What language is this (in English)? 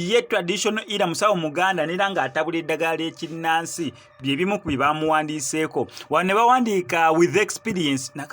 Ganda